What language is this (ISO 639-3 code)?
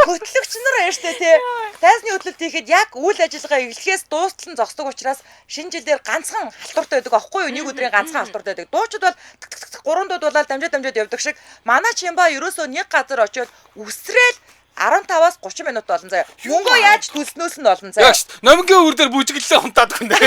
mon